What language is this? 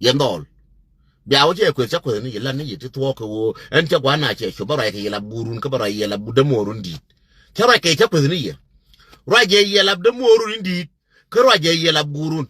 Nuer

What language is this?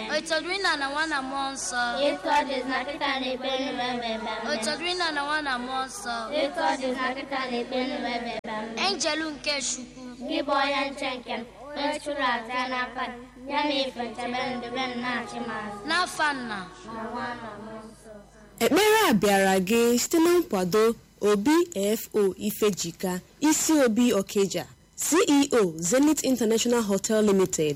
Igbo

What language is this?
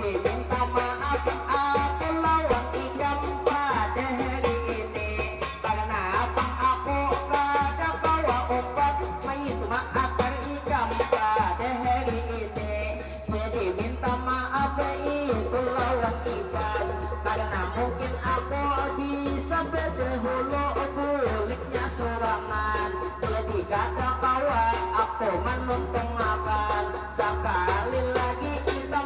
Banjar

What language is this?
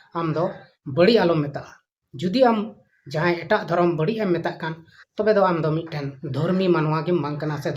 Santali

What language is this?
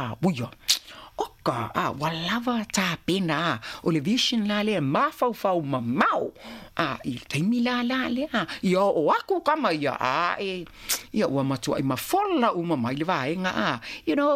Samoan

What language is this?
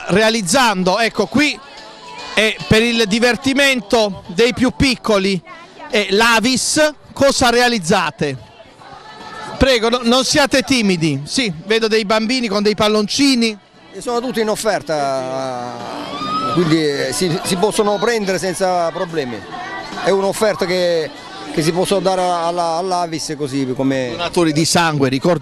Italian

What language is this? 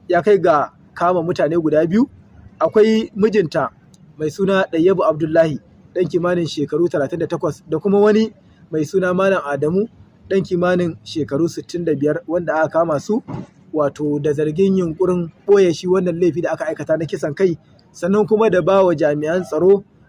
Hausa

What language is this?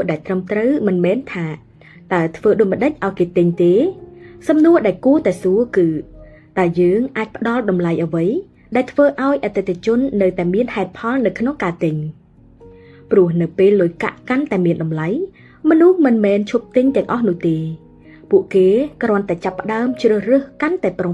Khmer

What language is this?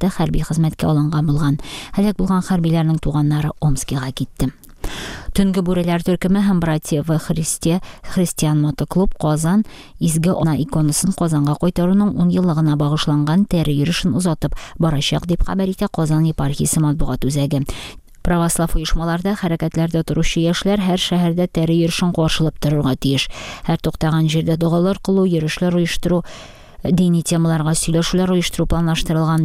Tatar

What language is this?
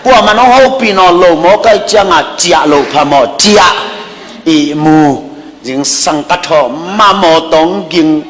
Tedim Chin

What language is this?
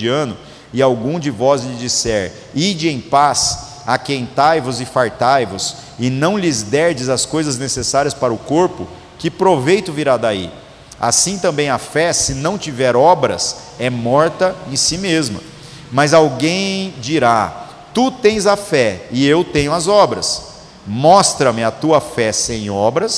Portuguese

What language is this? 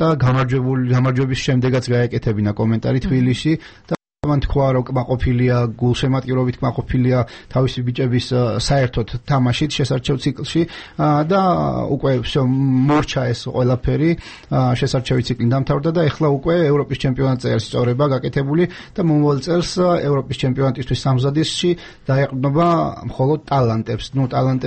Georgian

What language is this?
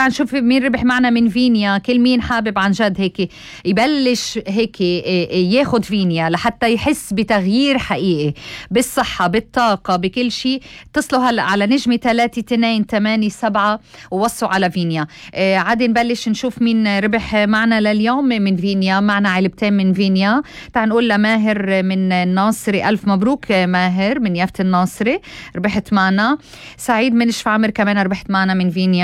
North Levantine Arabic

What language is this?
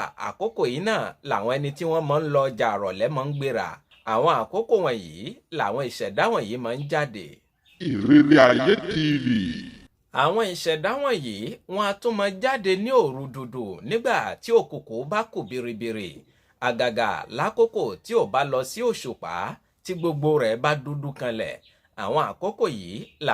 Yoruba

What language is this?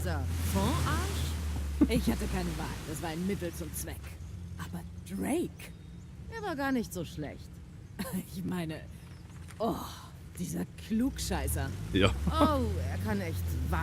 Swiss German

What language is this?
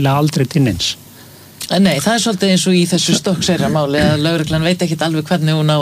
Icelandic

